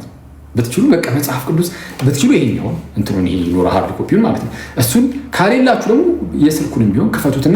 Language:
Amharic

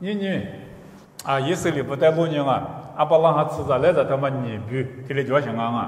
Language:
Lisu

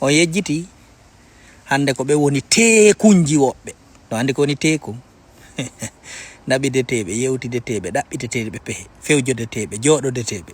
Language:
Fula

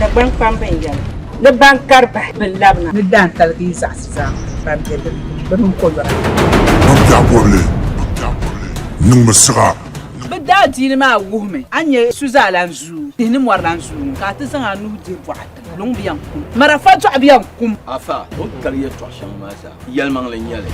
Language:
Dagbani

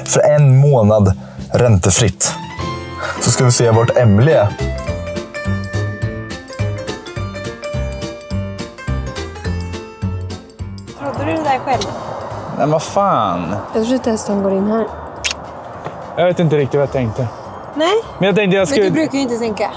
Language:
Swedish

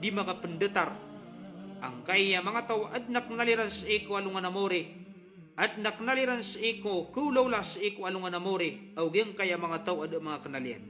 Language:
Maranao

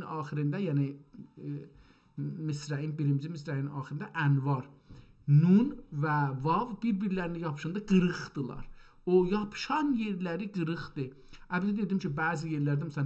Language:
South Azerbaijani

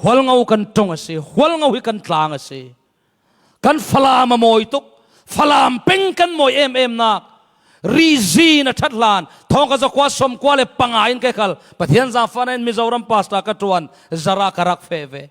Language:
Falam Chin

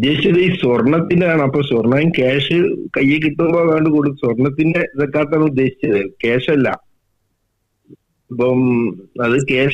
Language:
Malayalam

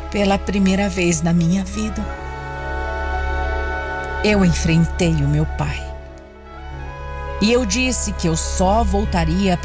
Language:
Portuguese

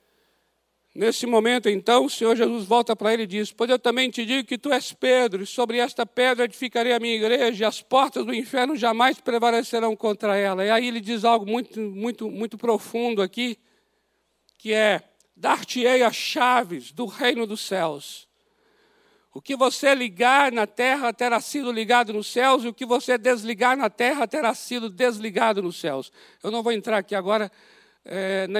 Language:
Portuguese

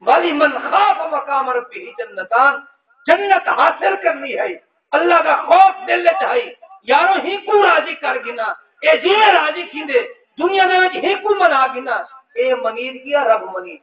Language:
Saraiki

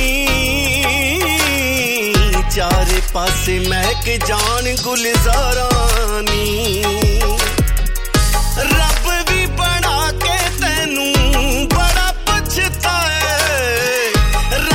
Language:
Punjabi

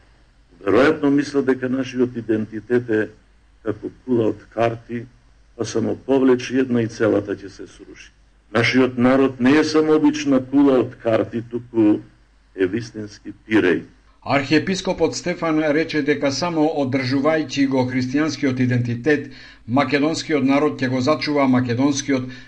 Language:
Macedonian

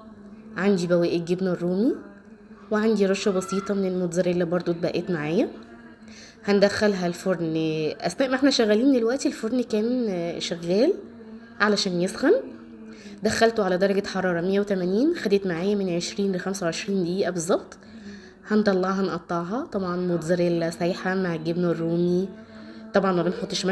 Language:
Egyptian Arabic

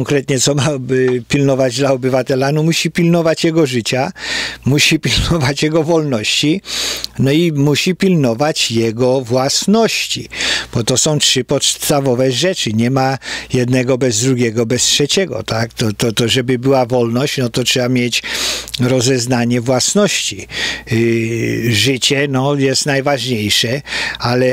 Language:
Polish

